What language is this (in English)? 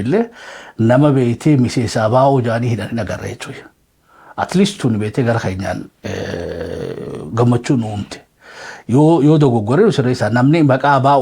Oromo